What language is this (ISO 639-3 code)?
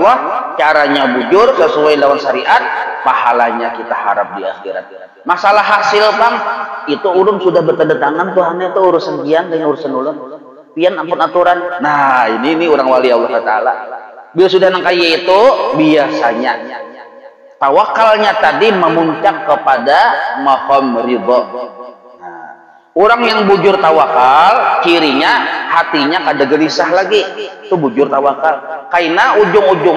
bjn